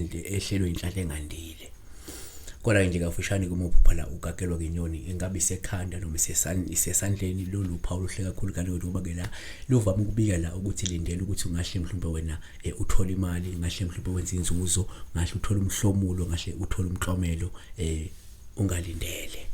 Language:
Zulu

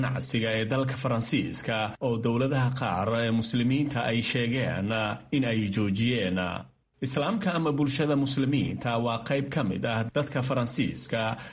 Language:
Somali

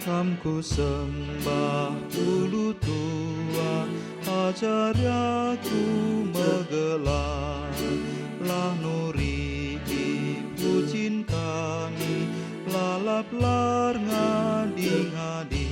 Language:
Batak Karo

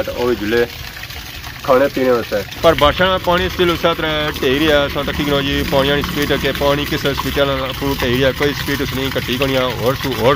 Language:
Pahari-Potwari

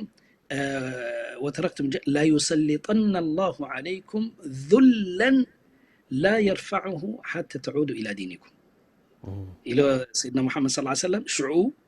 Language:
Tigrinya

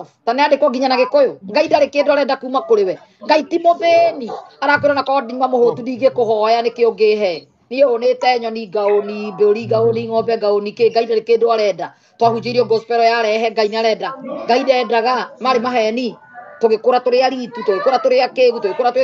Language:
Kikuyu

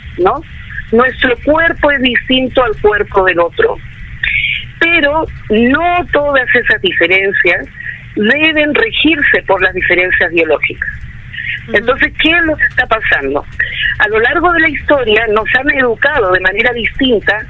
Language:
Spanish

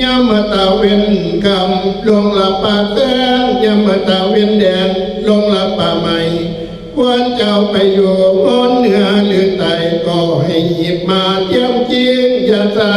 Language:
Northeastern Thai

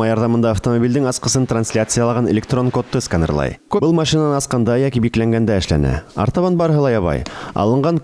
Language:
Bashkir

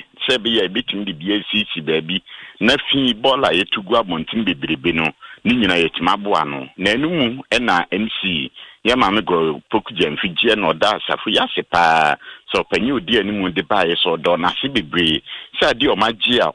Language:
Akan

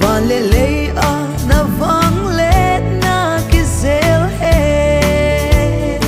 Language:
Tedim Chin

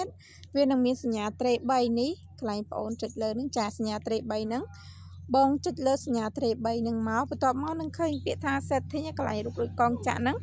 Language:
Khmer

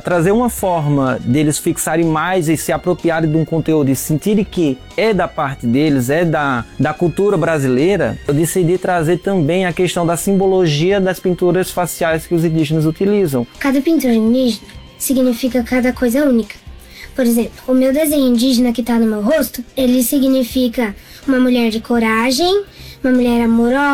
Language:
Portuguese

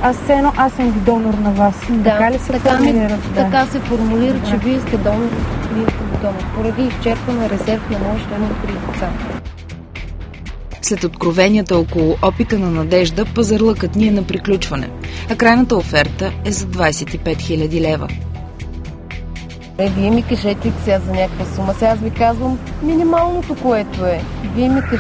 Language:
Bulgarian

